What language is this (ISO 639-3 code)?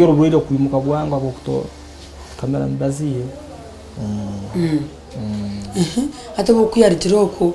nyn